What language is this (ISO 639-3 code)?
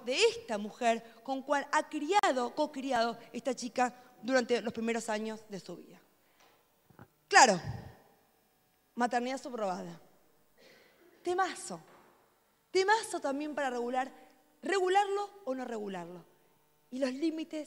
spa